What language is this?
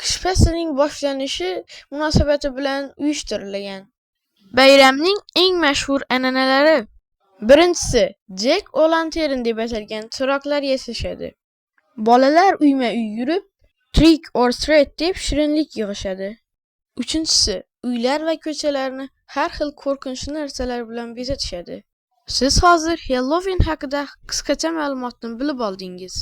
Uzbek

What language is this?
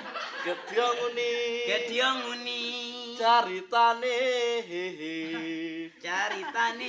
Betawi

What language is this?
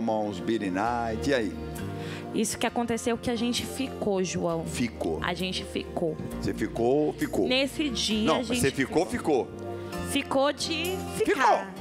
Portuguese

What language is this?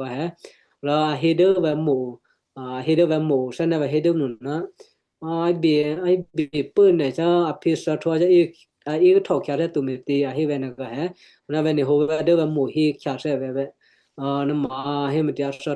Western Kayah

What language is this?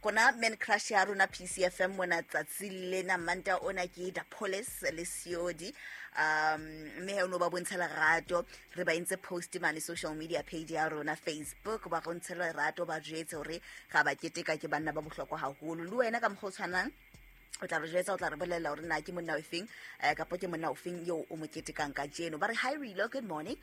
Southern Sotho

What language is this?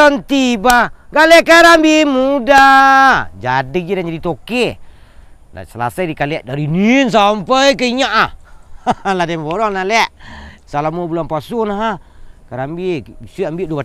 Minangkabau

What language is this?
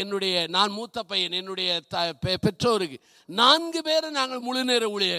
Tamil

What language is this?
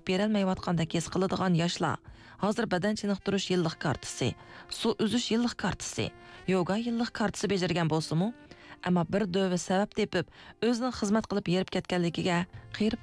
Uyghur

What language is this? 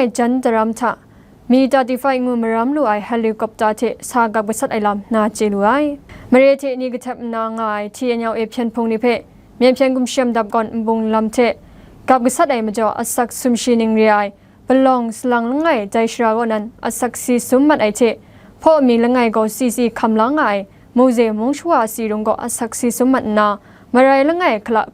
Kachin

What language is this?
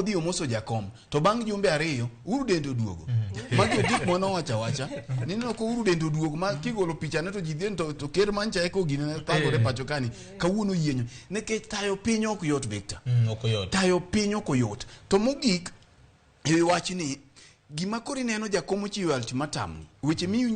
Luo (Kenya and Tanzania)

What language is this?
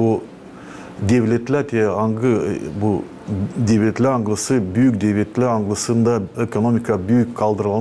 Gagauz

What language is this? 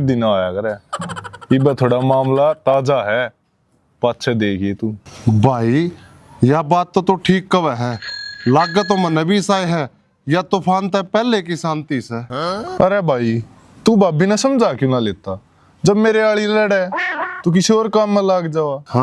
Haryanvi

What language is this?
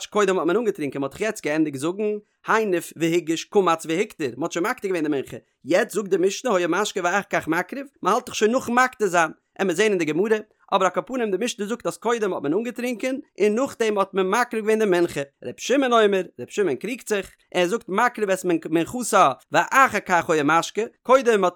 Yiddish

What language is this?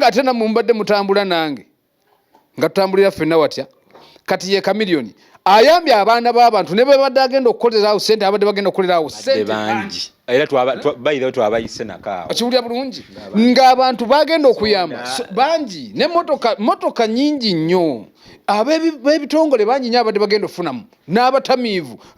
Ganda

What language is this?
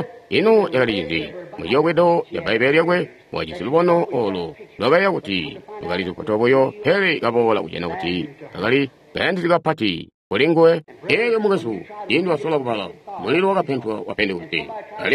Tonga (Zambia)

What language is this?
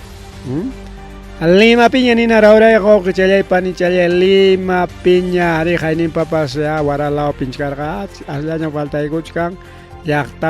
Ayacucho Quechua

